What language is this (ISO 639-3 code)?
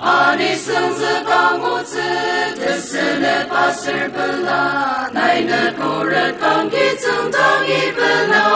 njo